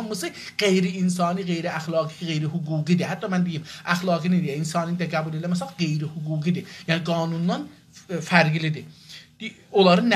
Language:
South Azerbaijani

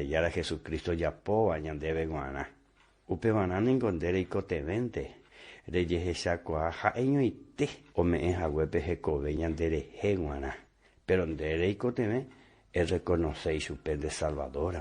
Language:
Guarani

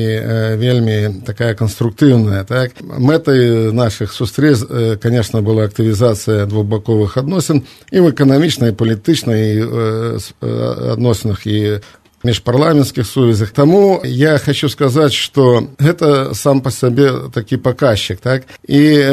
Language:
Belarusian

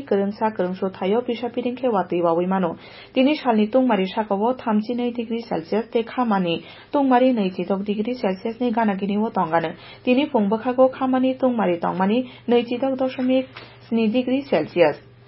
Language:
Kok Borok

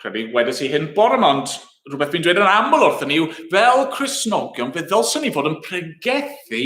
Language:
Welsh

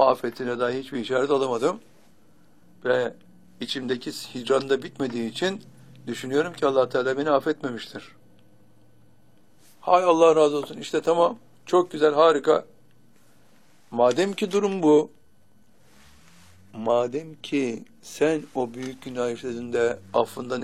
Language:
Turkish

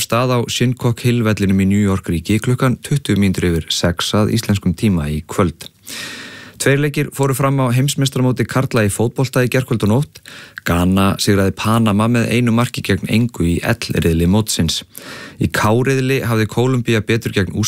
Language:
Icelandic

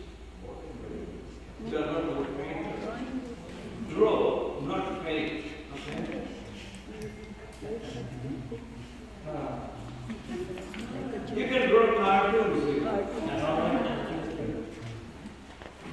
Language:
English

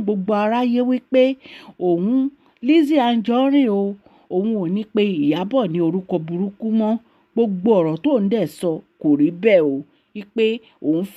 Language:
Yoruba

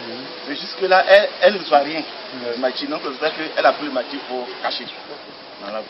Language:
French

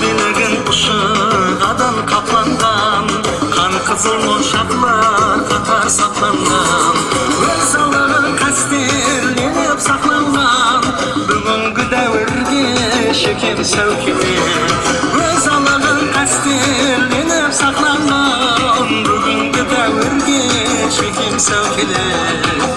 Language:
Kara-Kalpak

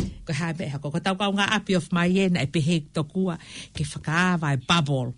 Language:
Tongan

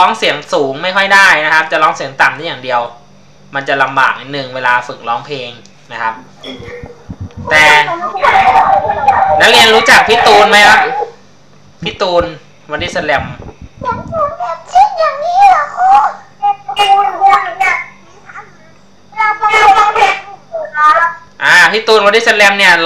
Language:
Thai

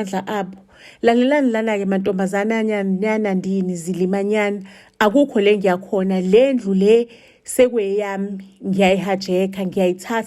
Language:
Zulu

